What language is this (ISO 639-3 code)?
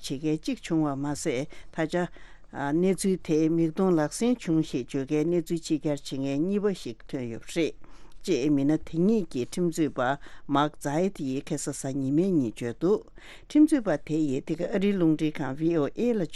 bod